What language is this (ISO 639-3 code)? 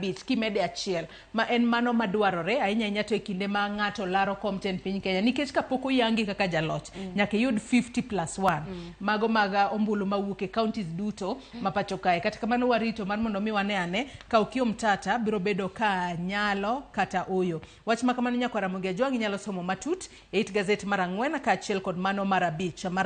luo